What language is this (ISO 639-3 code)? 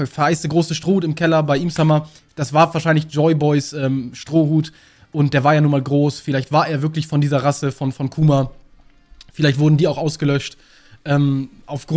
deu